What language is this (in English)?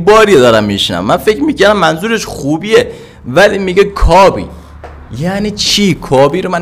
Persian